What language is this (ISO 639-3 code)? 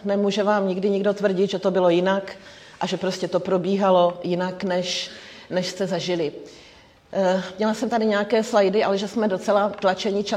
ces